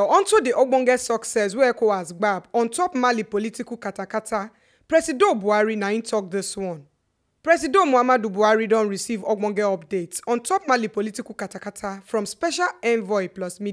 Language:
Nigerian Pidgin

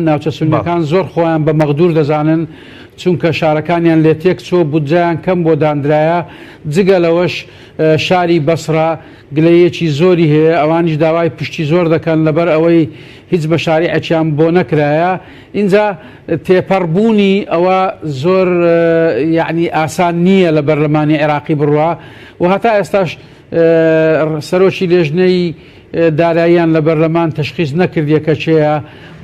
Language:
Central Kurdish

